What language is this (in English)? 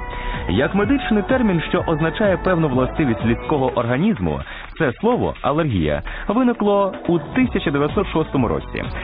Ukrainian